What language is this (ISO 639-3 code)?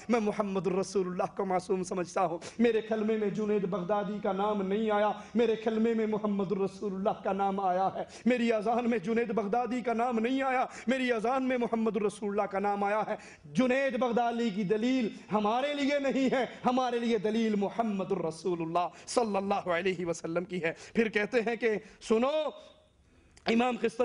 urd